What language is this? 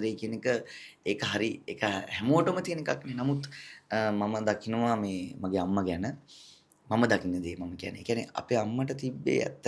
Sinhala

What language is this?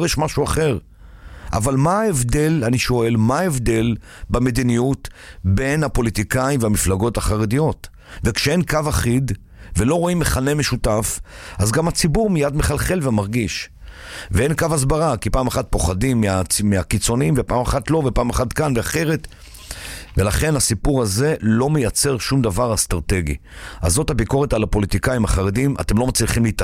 Hebrew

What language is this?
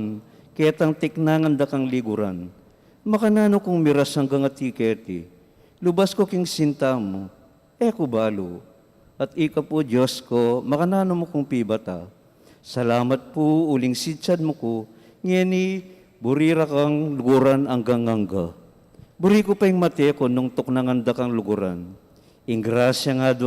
Pampanga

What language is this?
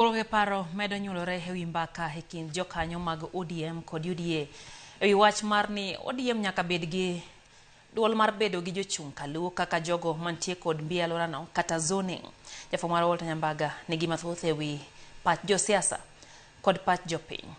Luo (Kenya and Tanzania)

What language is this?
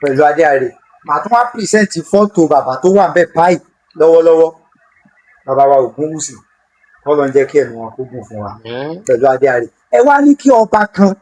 Yoruba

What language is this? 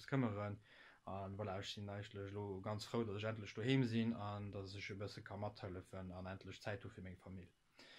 Luxembourgish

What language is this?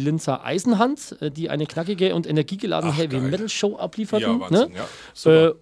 German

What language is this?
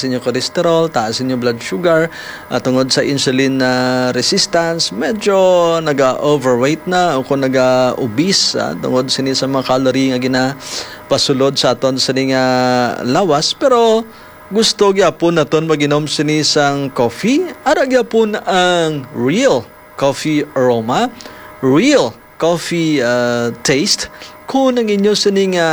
Hiligaynon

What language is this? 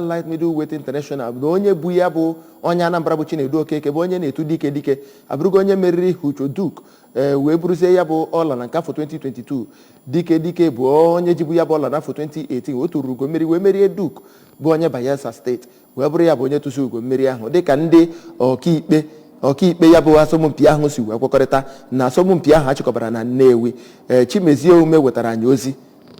Igbo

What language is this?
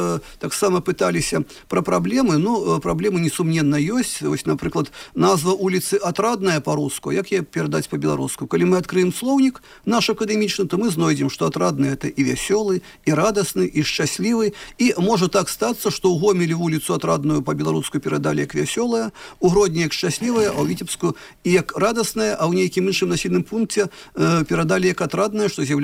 Belarusian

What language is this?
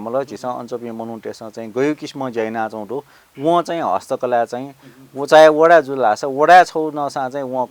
Newari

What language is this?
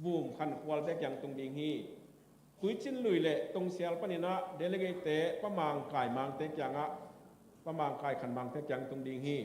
Tedim Chin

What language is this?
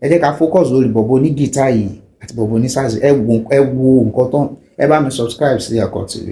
Yoruba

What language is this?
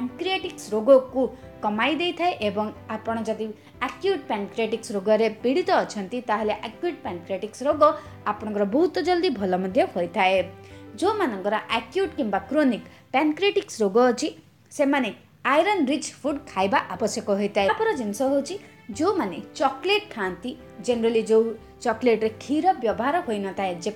Odia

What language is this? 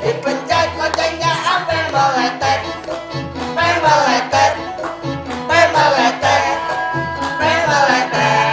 Betawi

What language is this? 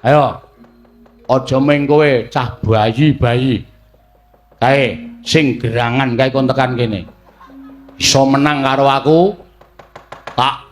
Javanese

